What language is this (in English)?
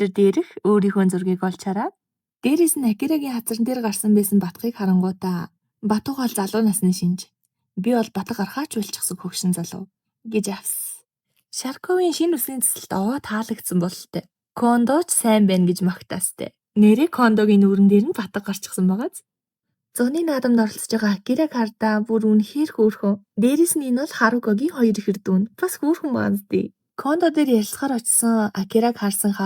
Mongolian